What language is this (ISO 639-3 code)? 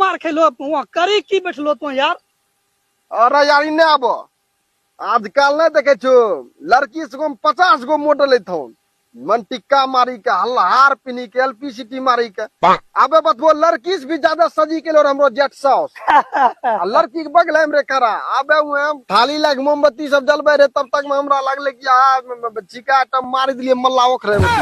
mai